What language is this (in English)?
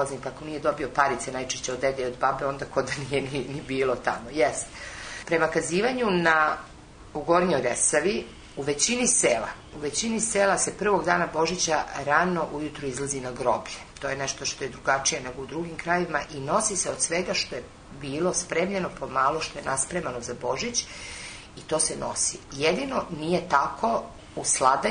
Serbian